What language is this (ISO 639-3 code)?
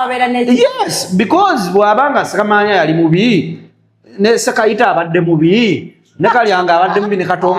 lug